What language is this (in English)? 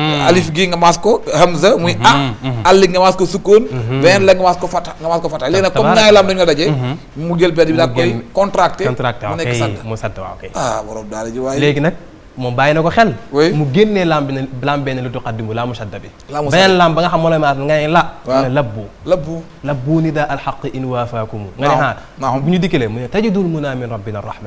Wolof